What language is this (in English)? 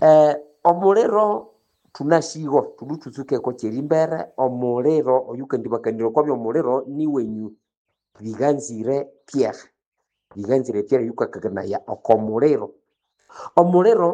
Nande